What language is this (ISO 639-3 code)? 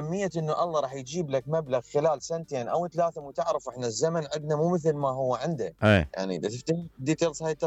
acm